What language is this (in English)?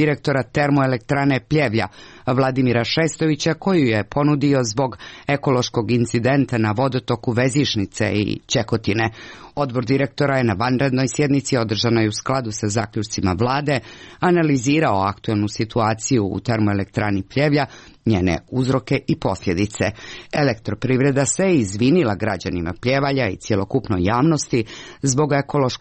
Serbian